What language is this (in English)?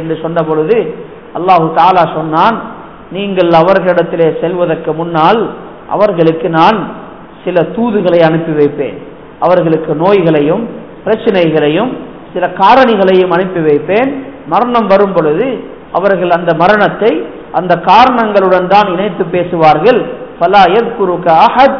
Tamil